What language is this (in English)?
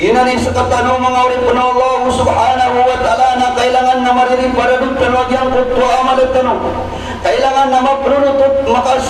Maranao